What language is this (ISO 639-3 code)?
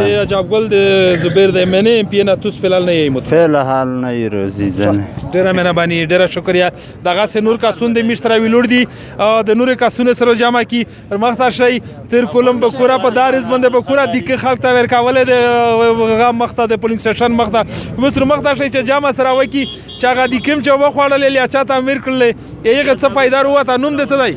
pus